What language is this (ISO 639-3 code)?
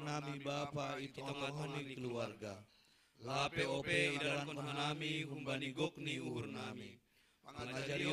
bts